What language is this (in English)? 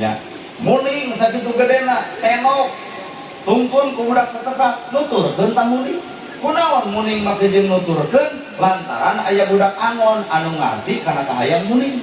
Sundanese